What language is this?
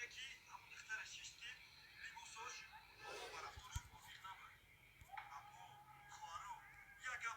Tajik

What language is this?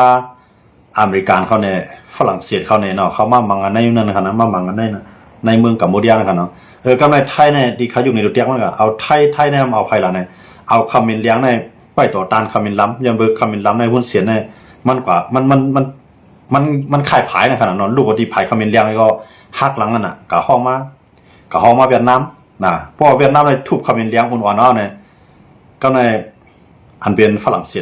Shan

